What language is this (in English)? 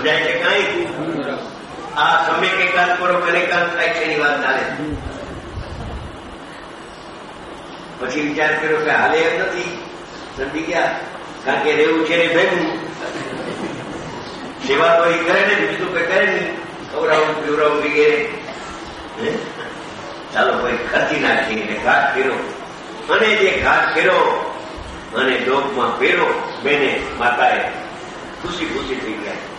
Gujarati